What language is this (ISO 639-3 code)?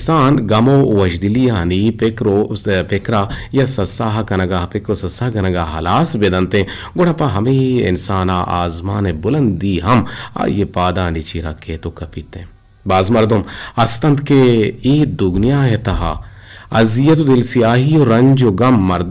bgp